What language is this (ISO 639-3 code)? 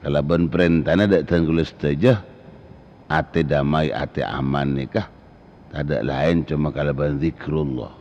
mad